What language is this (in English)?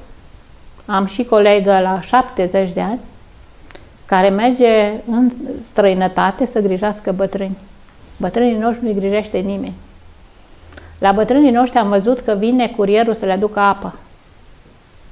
Romanian